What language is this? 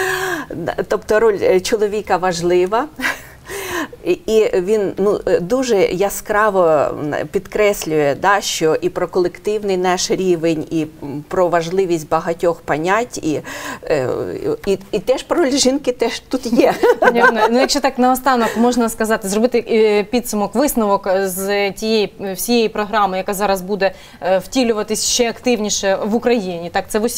Ukrainian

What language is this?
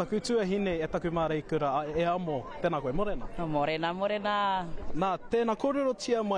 Māori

